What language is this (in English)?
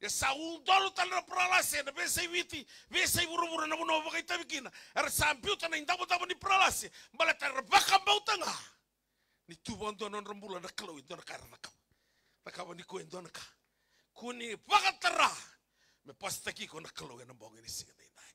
Fijian